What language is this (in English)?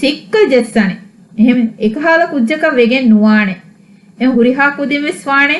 Divehi